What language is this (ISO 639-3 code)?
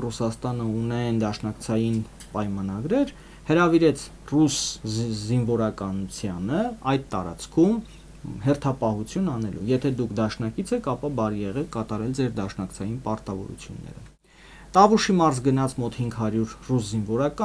hye